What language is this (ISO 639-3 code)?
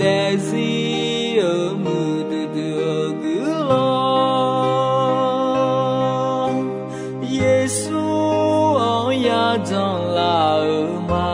ahk